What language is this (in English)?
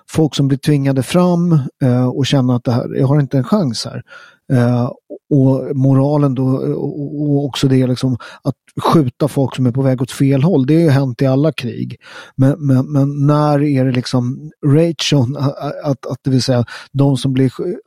Swedish